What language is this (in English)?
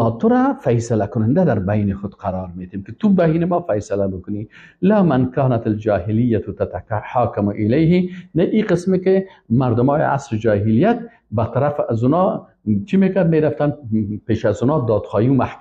Persian